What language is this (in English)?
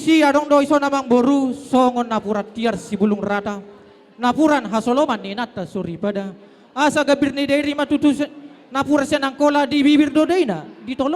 Batak Toba